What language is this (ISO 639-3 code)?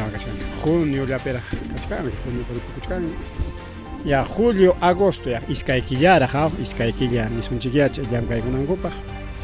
quy